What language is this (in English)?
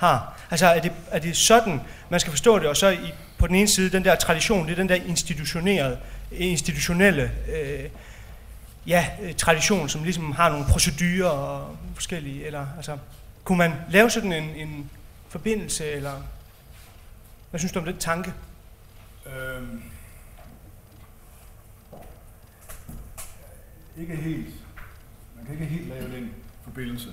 Danish